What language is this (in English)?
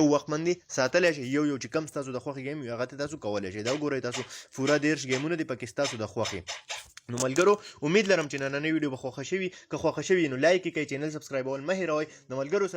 Pashto